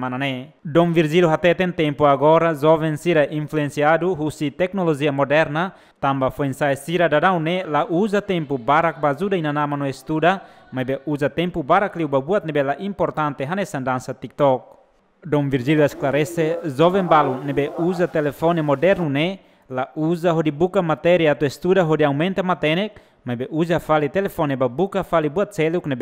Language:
Tetum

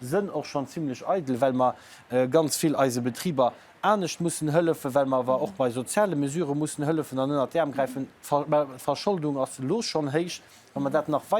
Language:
Luxembourgish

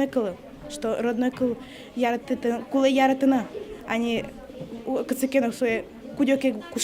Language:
Udmurt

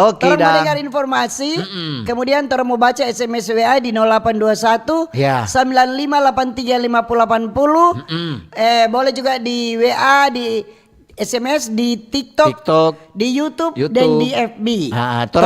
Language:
Manado Malay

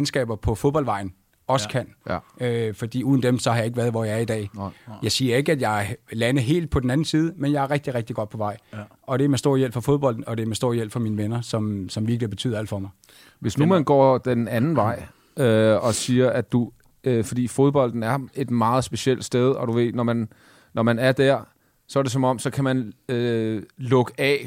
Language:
Danish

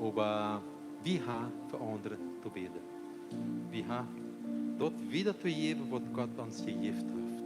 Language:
Plautdietsch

